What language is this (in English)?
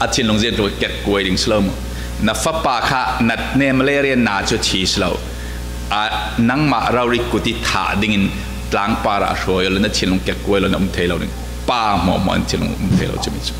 Falam Chin